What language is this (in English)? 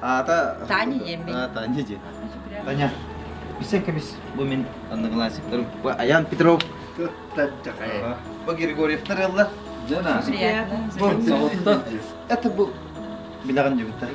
Yakut